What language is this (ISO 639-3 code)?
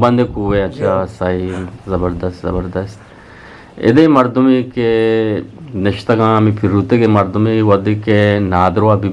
bgp